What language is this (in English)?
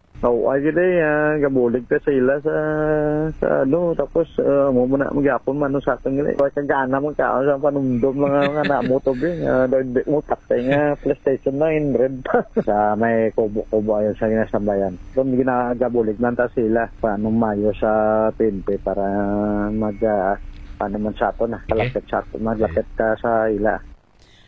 Hiligaynon